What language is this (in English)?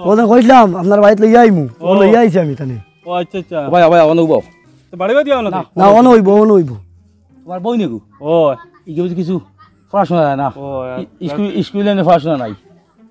Sylheti